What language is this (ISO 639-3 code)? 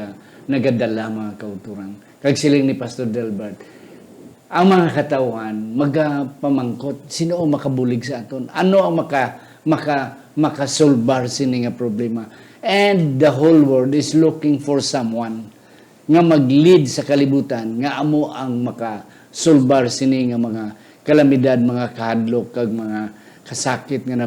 hil